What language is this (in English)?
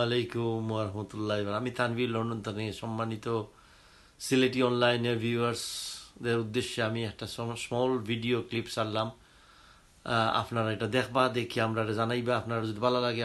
Sylheti